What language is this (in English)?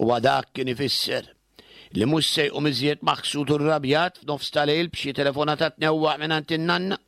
Maltese